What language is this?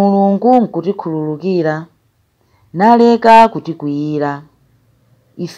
Nyanja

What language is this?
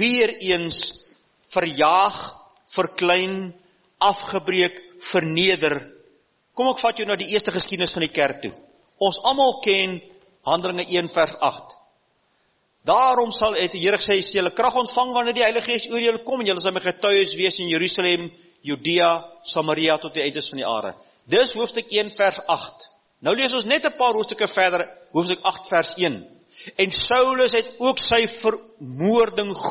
Afrikaans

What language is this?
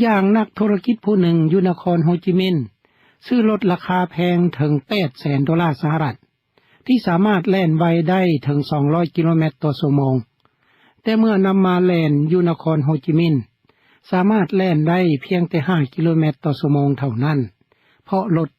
Lao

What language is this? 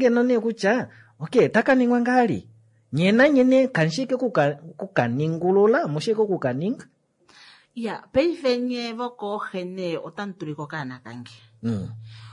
Kuanyama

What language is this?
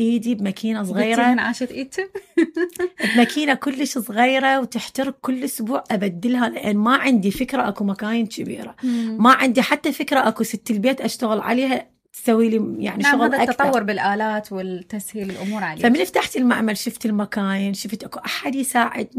Mesopotamian Arabic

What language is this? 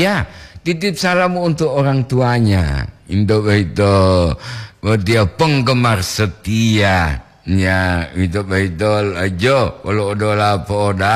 Gorontalo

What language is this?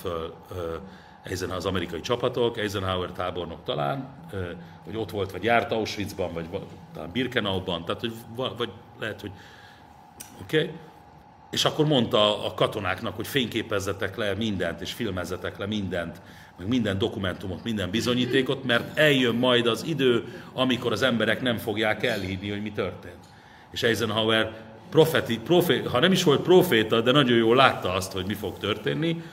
Hungarian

